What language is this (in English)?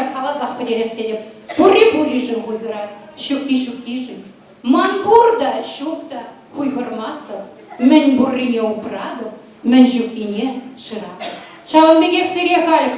Chuvash